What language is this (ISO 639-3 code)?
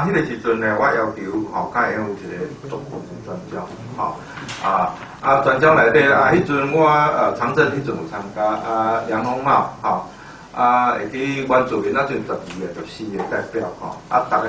nan